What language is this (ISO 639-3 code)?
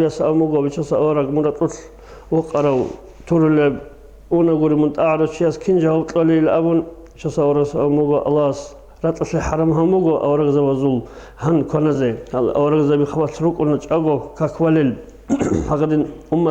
ava